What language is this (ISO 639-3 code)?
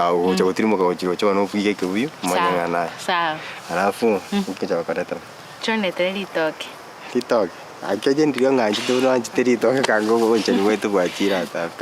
guz